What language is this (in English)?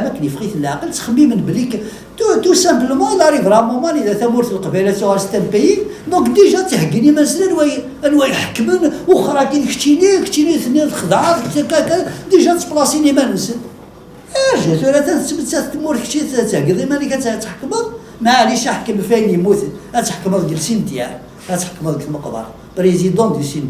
Kabyle